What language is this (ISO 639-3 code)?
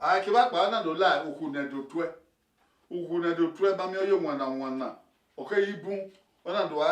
bin